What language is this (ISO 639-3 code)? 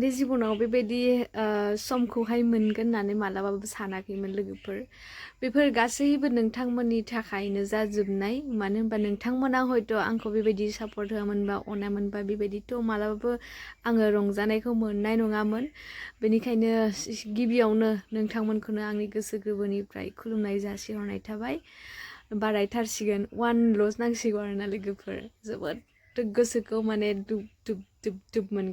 brx